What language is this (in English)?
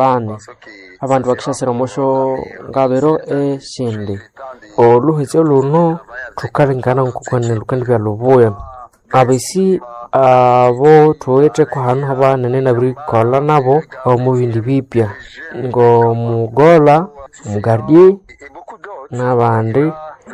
Nande